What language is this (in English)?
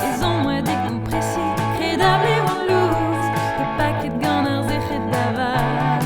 Breton